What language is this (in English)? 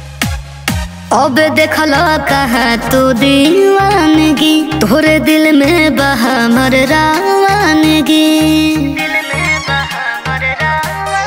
Bhojpuri